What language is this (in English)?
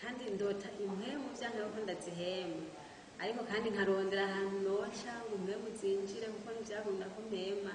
Rundi